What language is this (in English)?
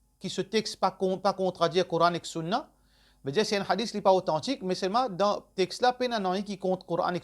Morisyen